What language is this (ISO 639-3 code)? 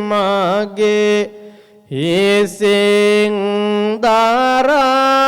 sin